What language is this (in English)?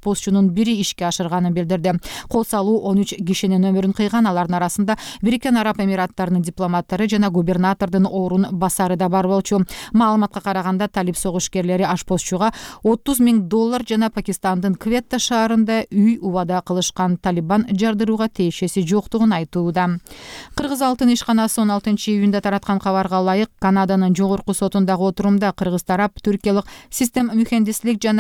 Kyrgyz